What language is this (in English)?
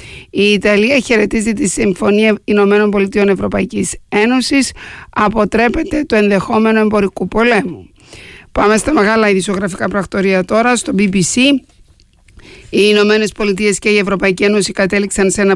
Greek